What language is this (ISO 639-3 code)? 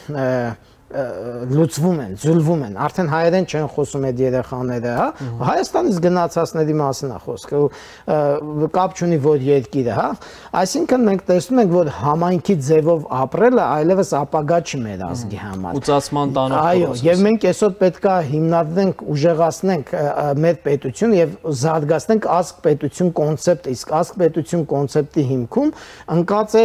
hye